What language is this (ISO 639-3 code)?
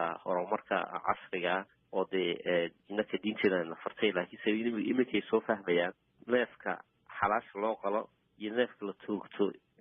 som